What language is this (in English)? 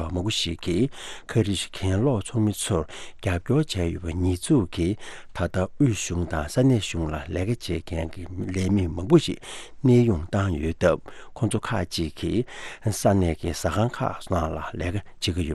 Tibetan